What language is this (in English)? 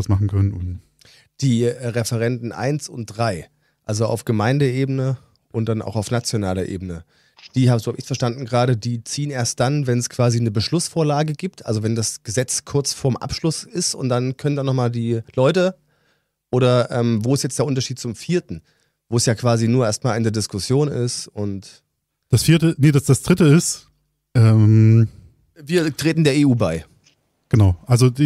German